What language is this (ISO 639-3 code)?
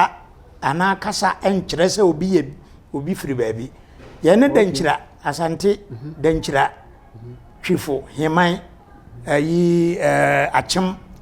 aka